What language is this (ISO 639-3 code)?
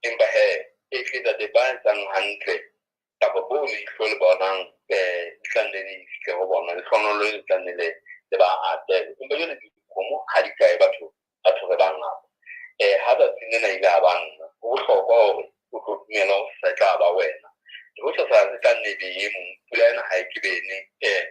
sot